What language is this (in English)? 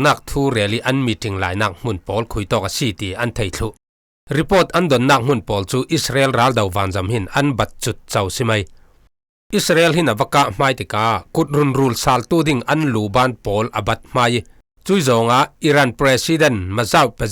Falam Chin